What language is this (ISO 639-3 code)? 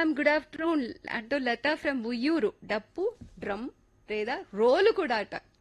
tel